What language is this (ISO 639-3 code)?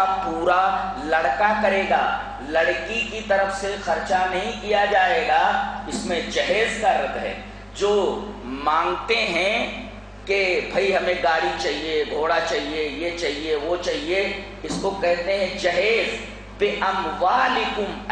urd